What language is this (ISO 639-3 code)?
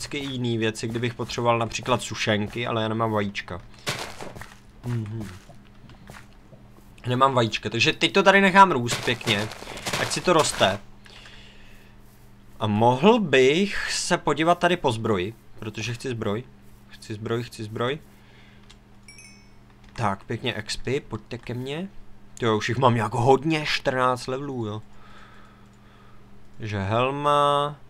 ces